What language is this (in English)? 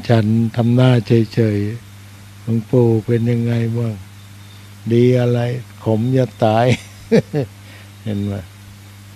Thai